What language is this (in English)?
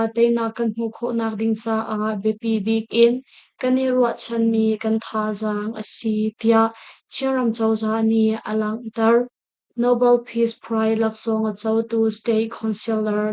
Hakha Chin